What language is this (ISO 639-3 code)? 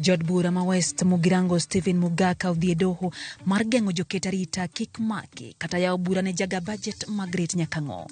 luo